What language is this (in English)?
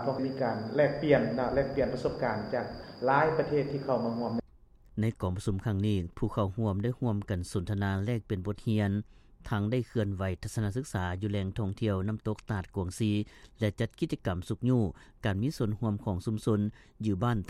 Lao